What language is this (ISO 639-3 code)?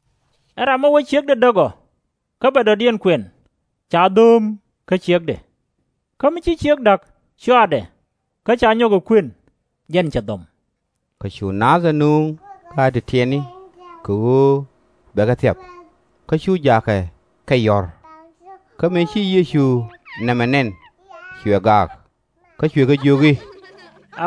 nus